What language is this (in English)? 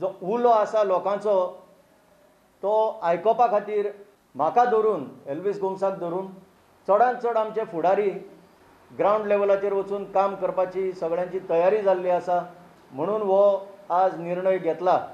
Konkani